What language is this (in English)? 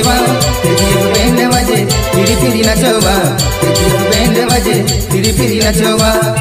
Bhojpuri